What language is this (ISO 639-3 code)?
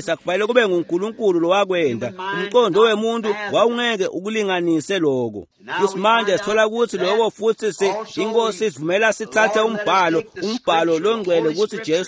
ssw